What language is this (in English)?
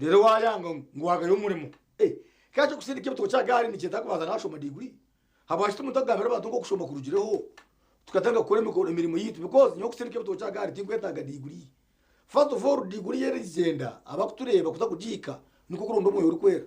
Nyankole